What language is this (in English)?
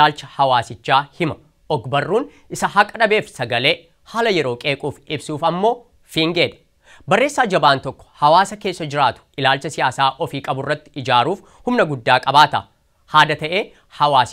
Oromo